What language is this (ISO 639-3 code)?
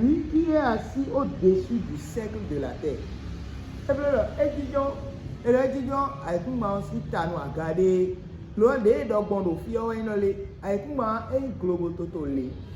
fon